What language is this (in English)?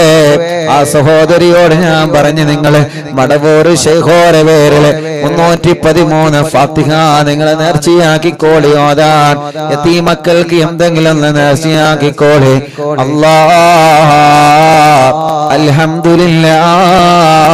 Malayalam